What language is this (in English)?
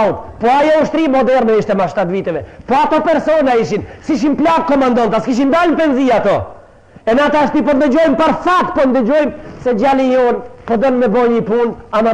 Albanian